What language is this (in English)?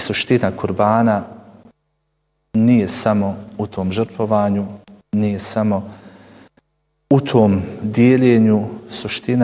Bosnian